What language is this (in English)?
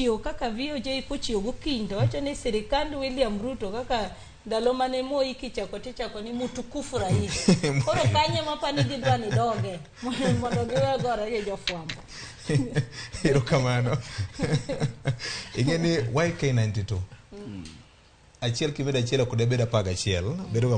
Luo (Kenya and Tanzania)